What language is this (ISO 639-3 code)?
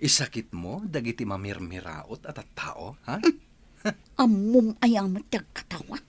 ilo